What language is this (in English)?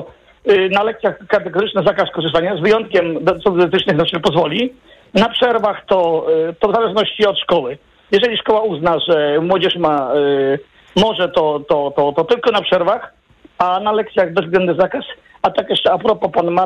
Polish